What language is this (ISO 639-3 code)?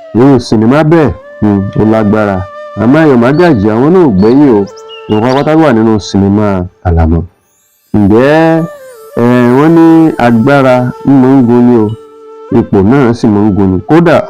yor